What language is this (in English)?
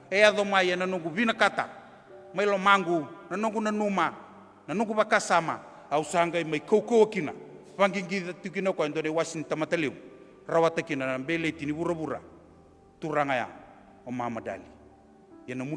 Fijian